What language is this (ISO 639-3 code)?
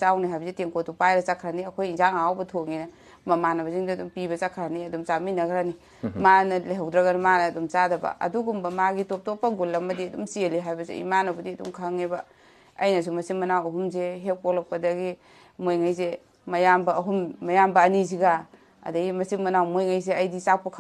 mni